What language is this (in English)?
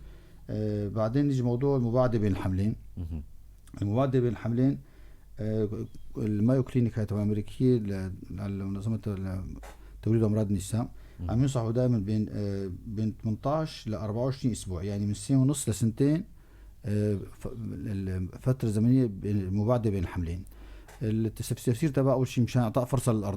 North Levantine Arabic